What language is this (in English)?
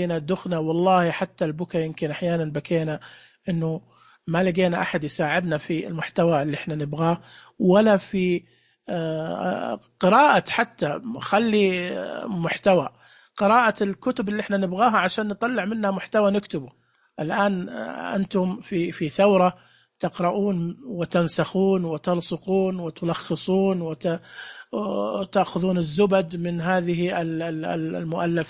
Najdi Arabic